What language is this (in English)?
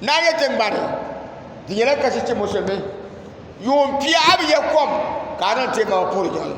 Dagbani